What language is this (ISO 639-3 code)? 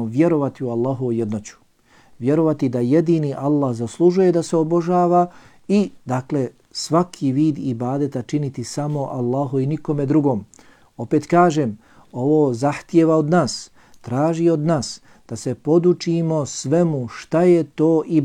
bos